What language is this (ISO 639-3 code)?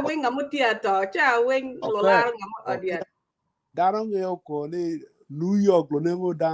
ach